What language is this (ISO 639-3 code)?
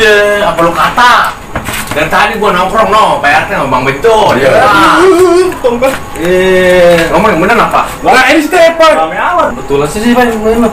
bew